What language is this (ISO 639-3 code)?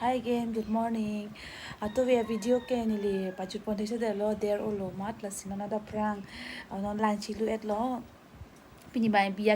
mjw